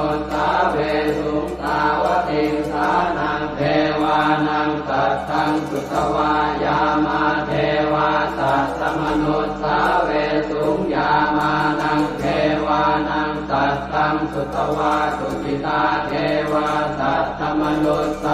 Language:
Pali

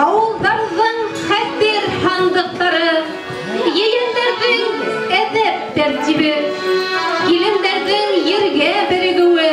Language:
Bashkir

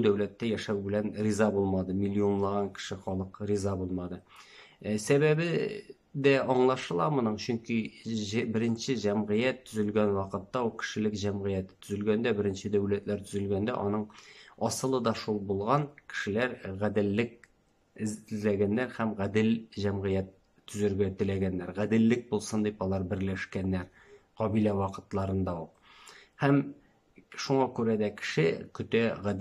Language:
Tatar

